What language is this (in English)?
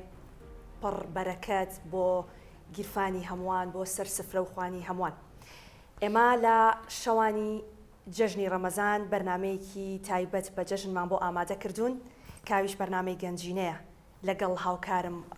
Central Kurdish